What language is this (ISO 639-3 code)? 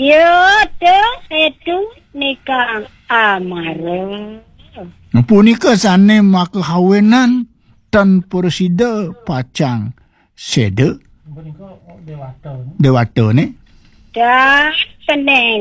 ban